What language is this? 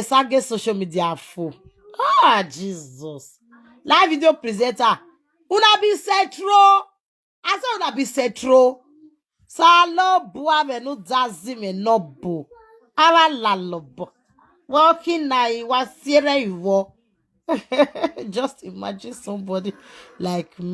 Nigerian Pidgin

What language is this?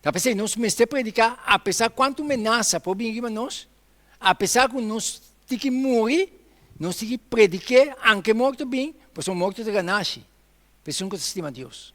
Papiamento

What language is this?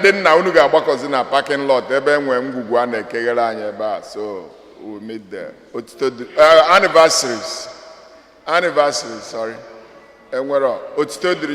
Igbo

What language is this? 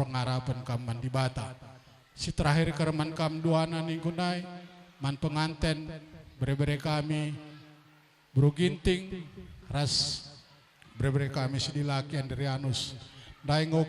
Batak Karo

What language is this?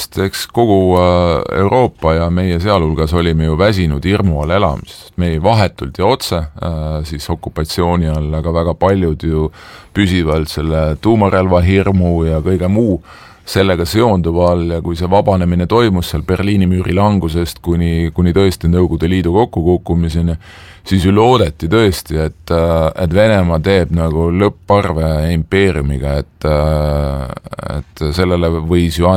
Estonian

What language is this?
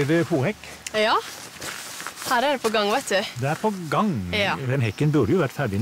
Norwegian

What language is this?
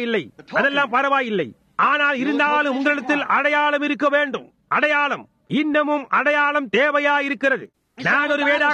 Tamil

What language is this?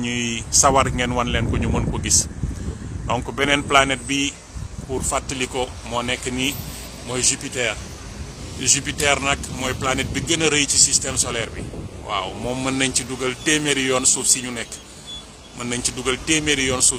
Wolof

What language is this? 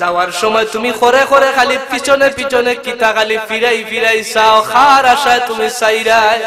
Sylheti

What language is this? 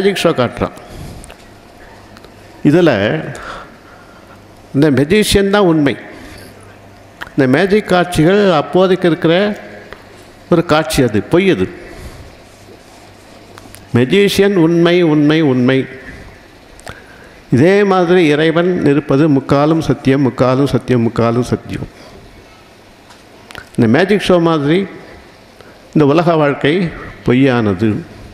Tamil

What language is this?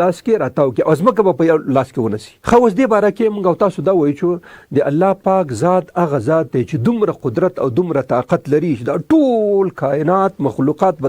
Pashto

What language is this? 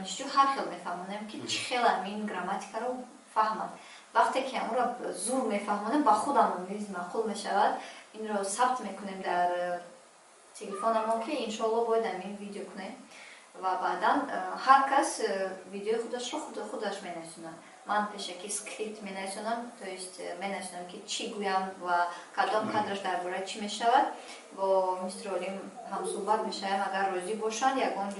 Tajik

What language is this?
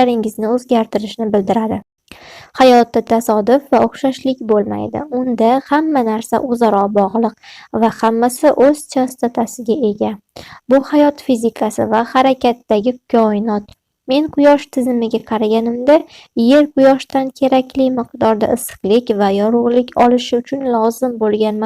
Uzbek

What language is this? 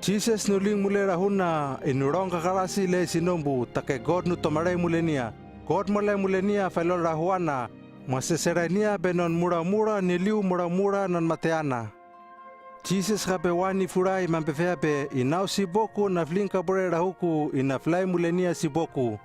Hano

